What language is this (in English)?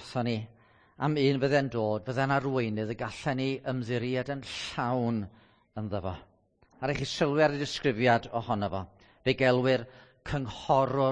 Welsh